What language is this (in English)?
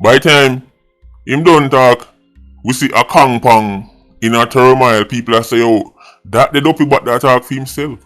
Jamaican Creole English